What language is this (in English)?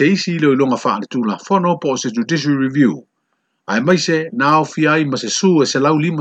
Samoan